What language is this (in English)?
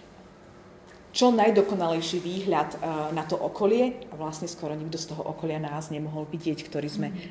Slovak